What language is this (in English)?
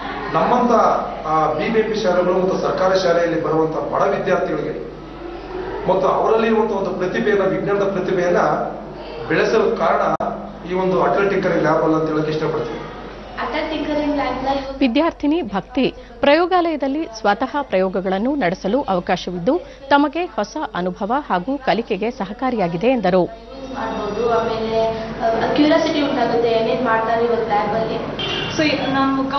Kannada